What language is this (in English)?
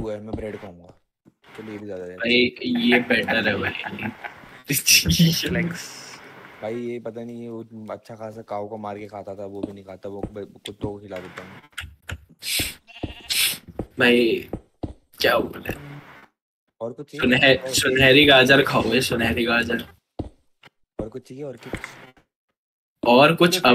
Hindi